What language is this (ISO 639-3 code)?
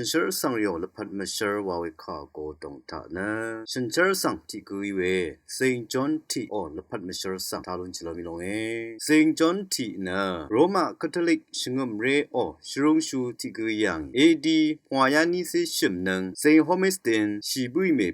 raw